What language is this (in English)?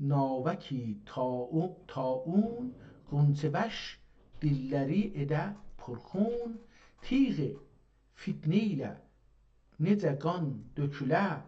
South Azerbaijani